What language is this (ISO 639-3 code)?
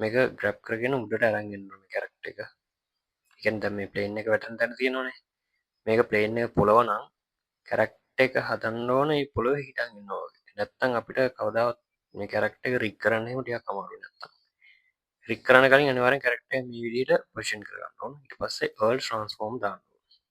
sin